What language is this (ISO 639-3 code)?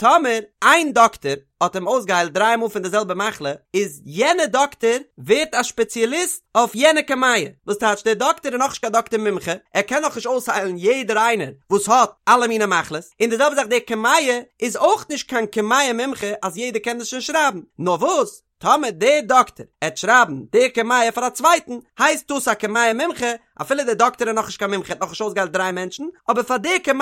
yid